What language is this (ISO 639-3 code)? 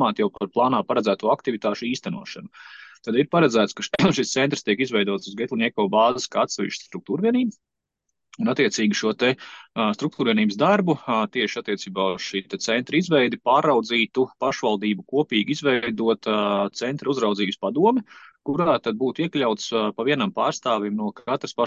lav